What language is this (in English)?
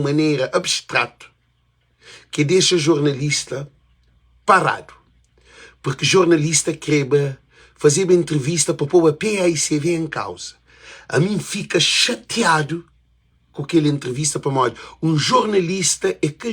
Kabuverdianu